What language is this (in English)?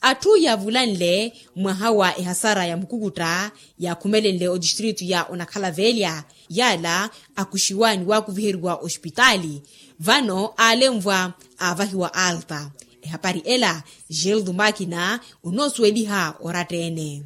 Makhuwa